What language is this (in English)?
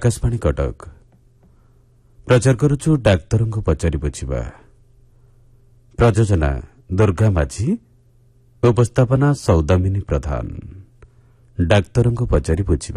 Odia